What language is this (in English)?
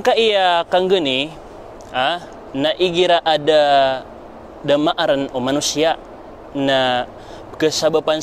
Maranao